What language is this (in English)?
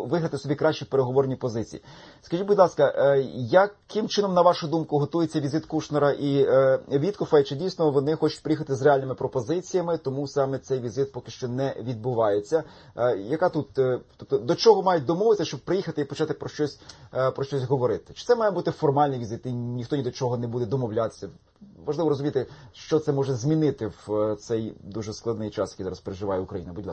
Ukrainian